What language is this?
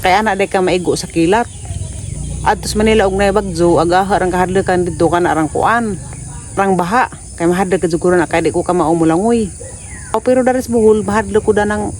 Cebuano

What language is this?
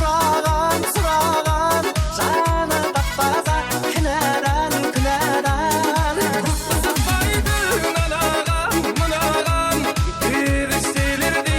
Kara-Kalpak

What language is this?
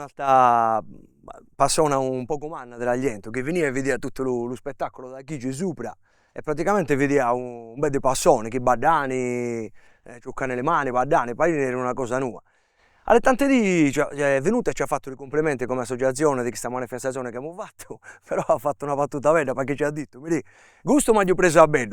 Sardinian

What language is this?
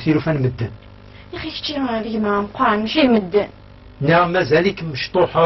Kabyle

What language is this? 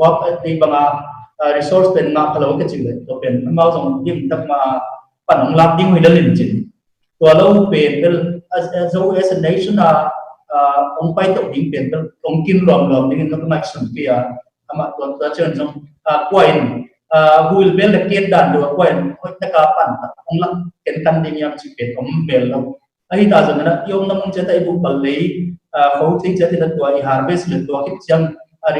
Tedim Chin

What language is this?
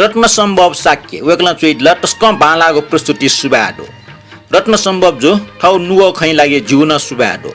Newari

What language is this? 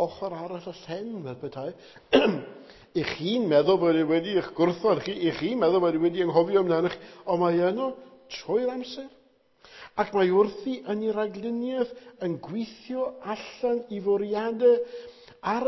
Welsh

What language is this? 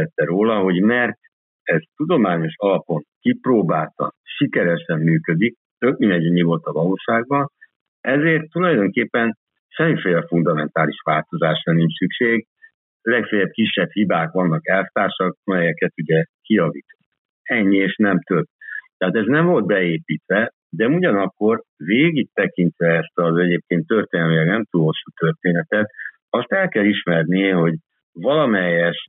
Hungarian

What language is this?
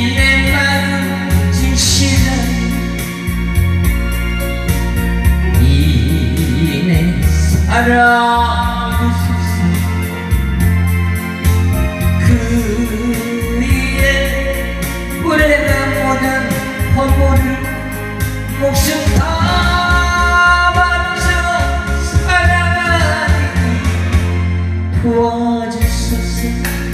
Korean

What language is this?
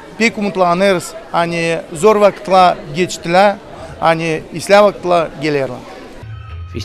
Gagauz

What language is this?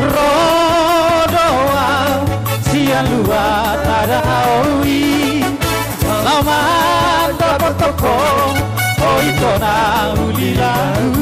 Batak Toba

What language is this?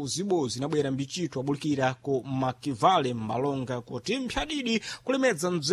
Sena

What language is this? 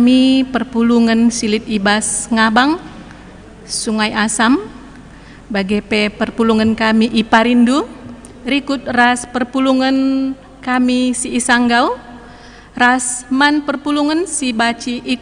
Batak Karo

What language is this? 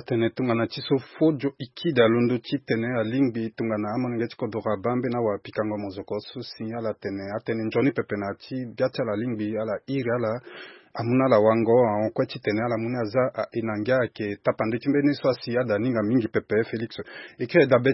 Sango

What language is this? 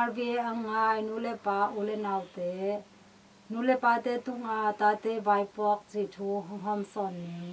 Tedim Chin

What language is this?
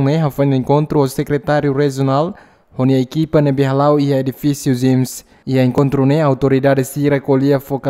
Tetum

